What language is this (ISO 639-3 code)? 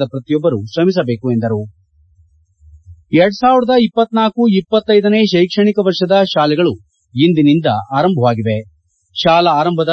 kan